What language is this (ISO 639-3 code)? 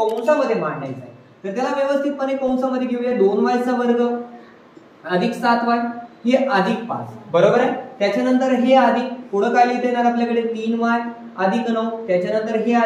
mar